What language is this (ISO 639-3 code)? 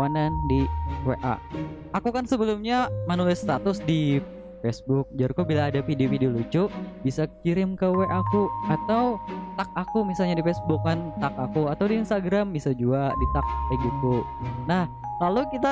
bjn